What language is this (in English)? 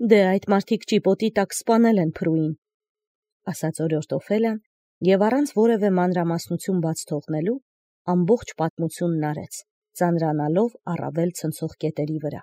Armenian